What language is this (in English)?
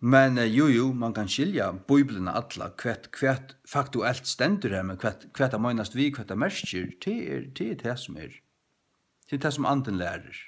Faroese